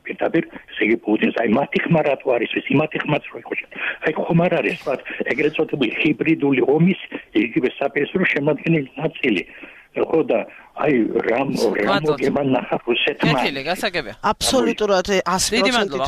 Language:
Georgian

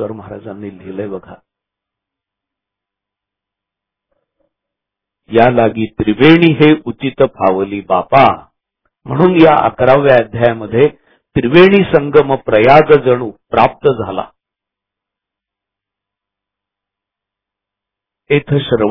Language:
Marathi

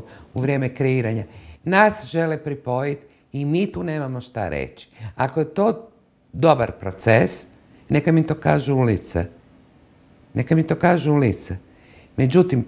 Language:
Croatian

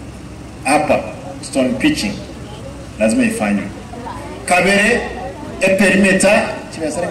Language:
Gusii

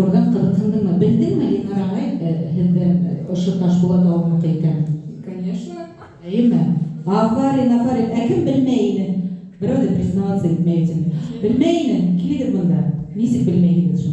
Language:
Bashkir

